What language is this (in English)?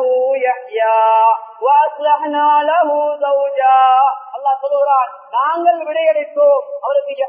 Tamil